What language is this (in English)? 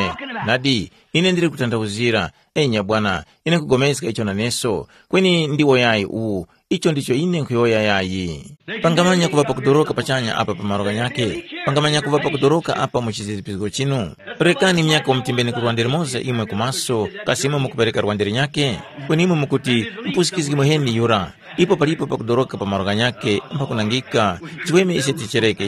Tumbuka